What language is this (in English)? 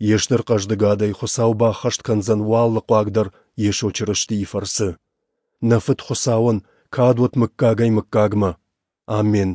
Ossetic